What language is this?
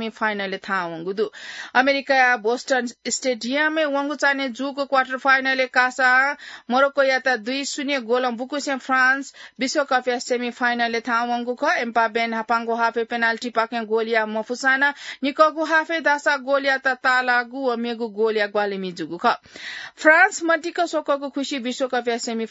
Newari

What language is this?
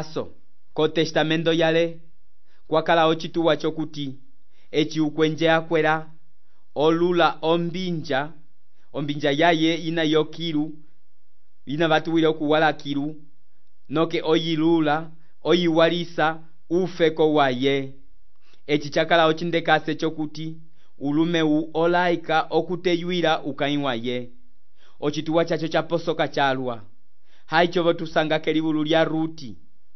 Umbundu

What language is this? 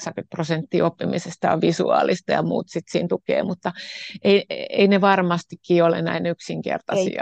Finnish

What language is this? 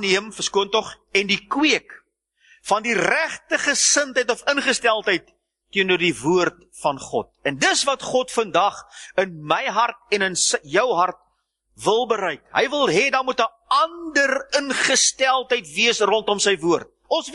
Afrikaans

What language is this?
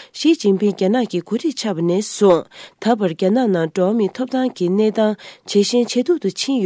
Tibetan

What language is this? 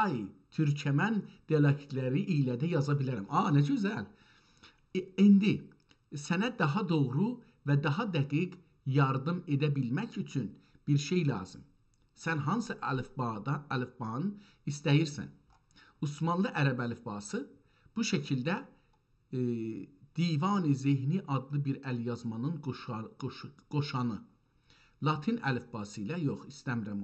South Azerbaijani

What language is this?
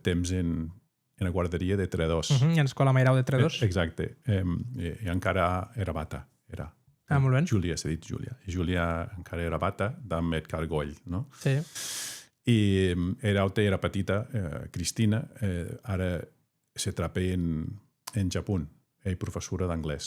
Occitan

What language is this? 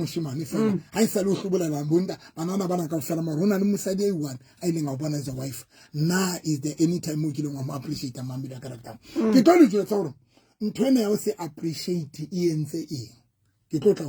Southern Sotho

